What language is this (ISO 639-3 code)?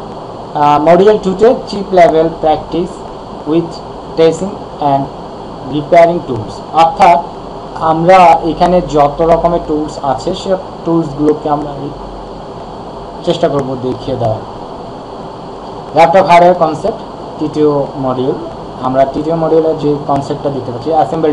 ben